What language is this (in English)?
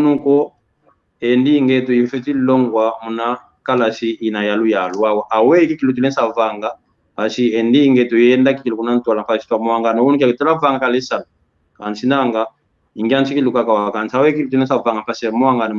San Salvador Kongo